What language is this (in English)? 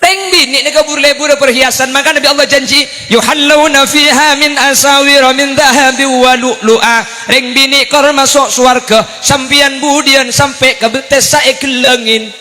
Madurese